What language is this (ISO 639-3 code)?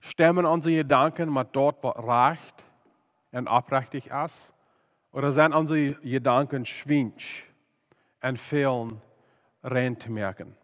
pdt